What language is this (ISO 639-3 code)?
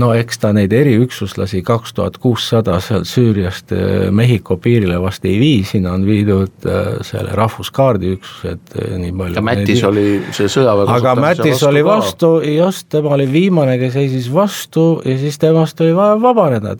est